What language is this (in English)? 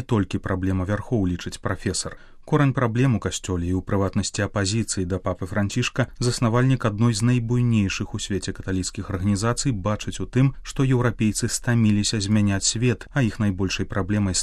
Belarusian